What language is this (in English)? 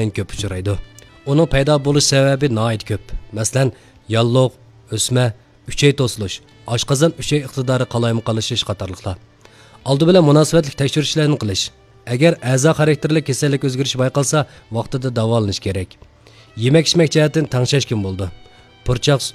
Uyghur